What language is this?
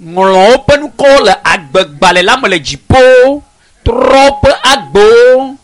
Ewe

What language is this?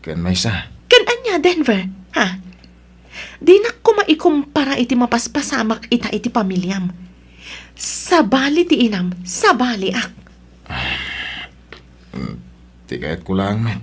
Iloko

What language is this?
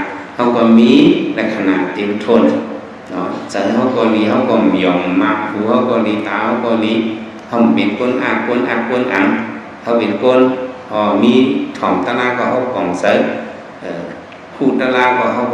Shan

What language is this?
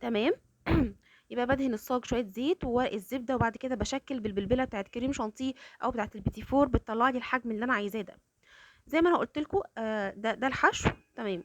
Egyptian Arabic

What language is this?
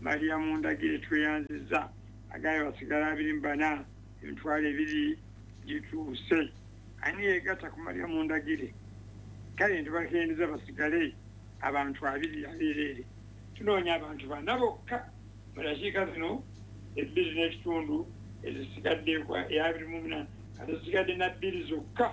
Ganda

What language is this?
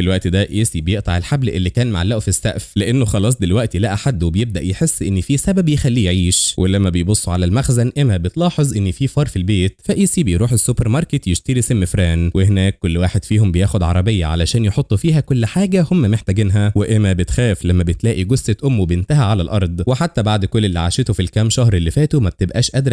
Egyptian Arabic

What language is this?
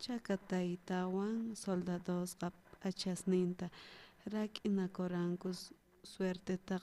South Bolivian Quechua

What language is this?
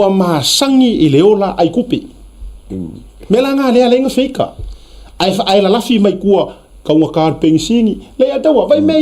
Samoan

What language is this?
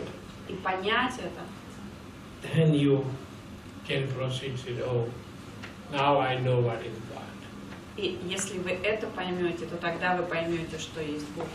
Russian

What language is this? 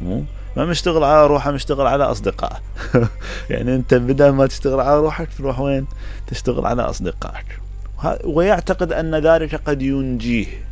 Mesopotamian Arabic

